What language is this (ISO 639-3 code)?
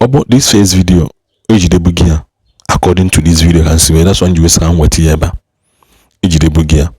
ibo